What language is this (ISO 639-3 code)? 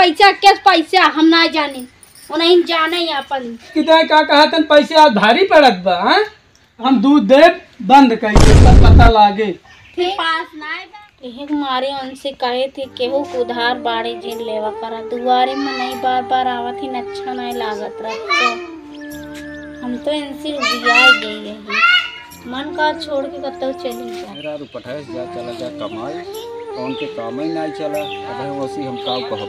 awa